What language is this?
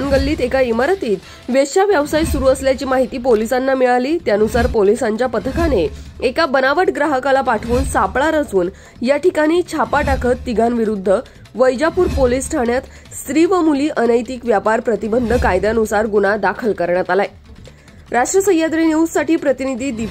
Marathi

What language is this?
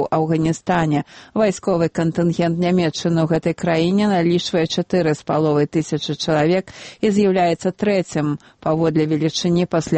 Belarusian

